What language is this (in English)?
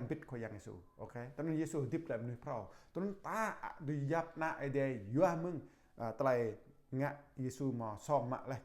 Jarai